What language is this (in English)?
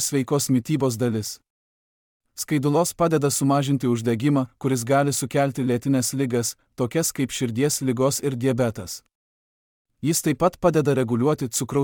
Lithuanian